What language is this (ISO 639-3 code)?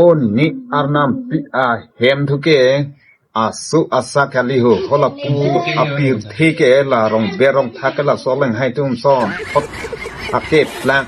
mjw